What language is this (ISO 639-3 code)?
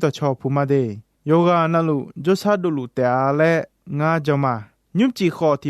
ahk